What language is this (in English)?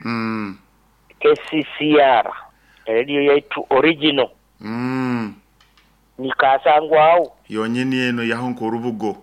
Nyoro